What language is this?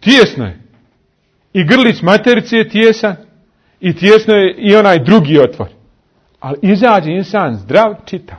Bosnian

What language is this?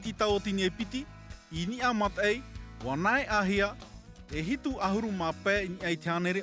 Tahitian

